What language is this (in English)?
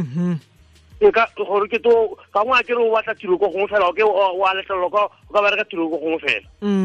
Tswana